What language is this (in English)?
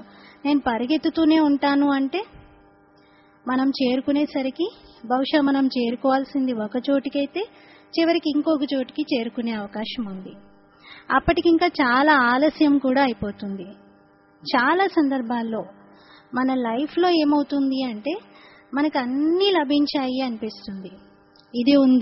Telugu